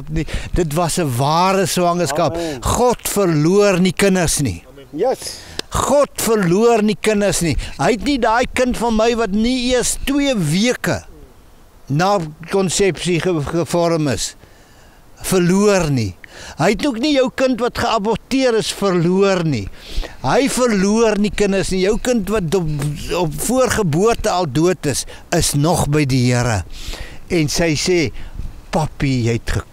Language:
Afrikaans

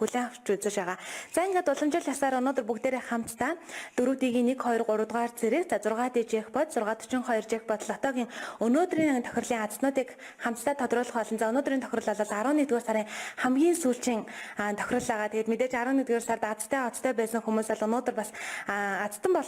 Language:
Mongolian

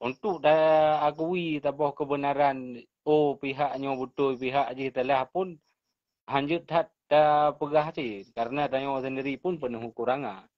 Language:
Achinese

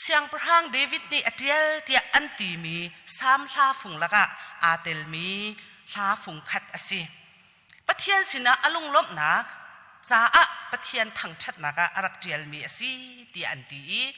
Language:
Hakha Chin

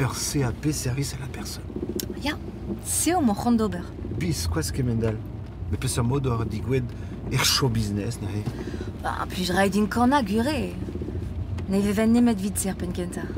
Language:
Breton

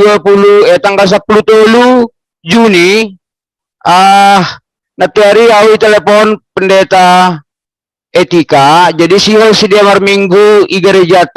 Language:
Batak Simalungun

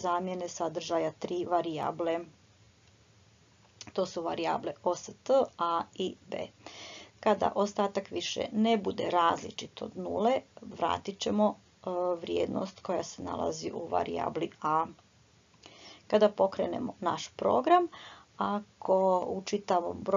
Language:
Croatian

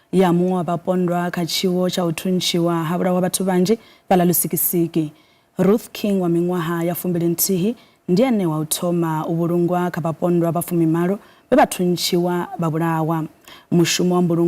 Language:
Venda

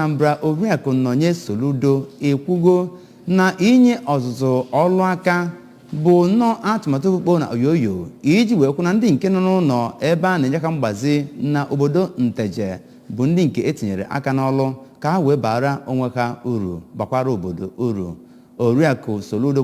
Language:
Igbo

